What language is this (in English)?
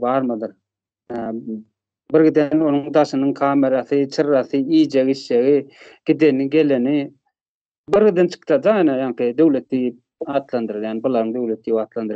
Turkmen